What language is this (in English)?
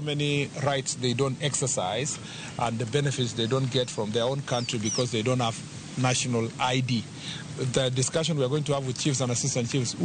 Luo (Kenya and Tanzania)